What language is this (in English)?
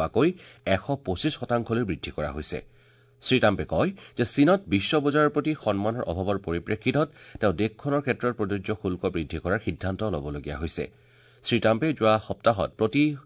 Assamese